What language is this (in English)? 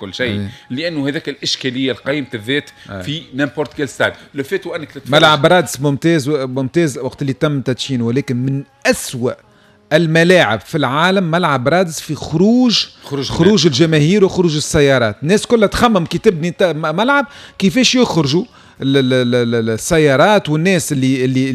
Tunisian Arabic